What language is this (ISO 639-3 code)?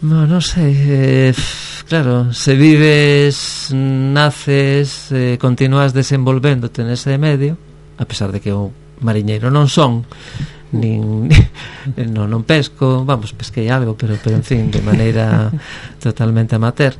glg